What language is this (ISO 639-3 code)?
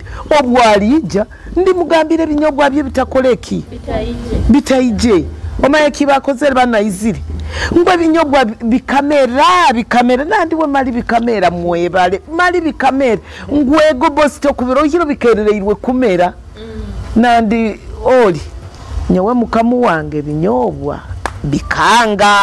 nyo